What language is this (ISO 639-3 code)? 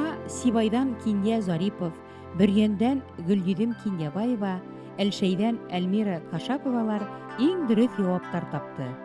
bak